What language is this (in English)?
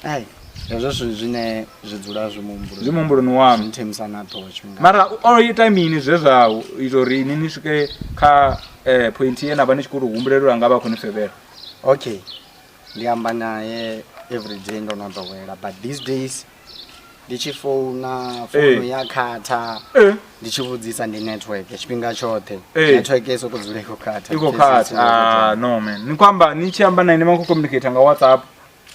Venda